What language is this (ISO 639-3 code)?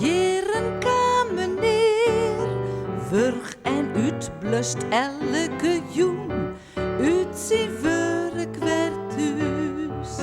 fry